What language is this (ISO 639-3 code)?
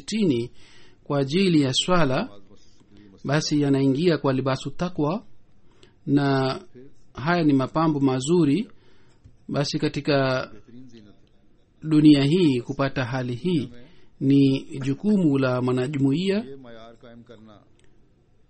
swa